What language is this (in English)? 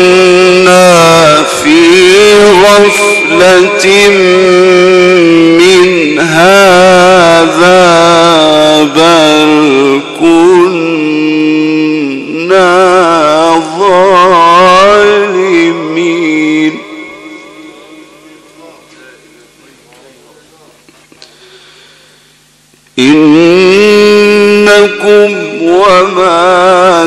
Arabic